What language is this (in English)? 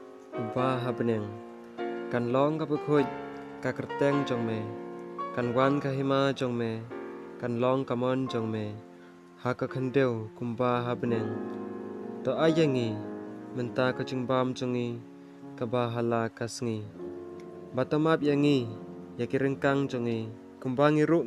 Khasi